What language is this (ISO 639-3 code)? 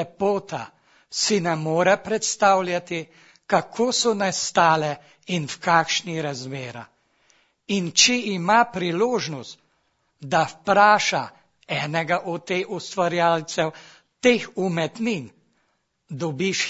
slv